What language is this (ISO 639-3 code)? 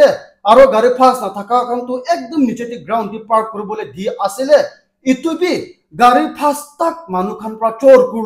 nag